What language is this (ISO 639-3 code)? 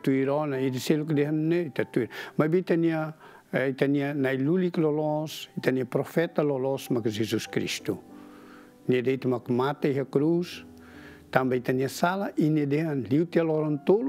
tet